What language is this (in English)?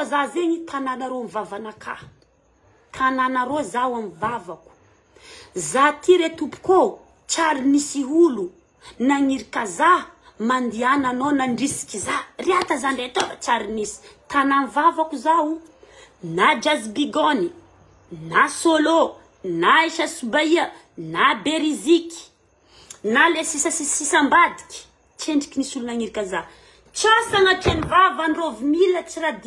Malagasy